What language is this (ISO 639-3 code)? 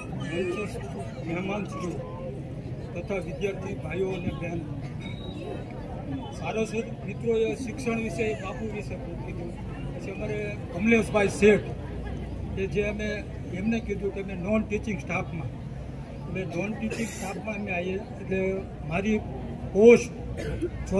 guj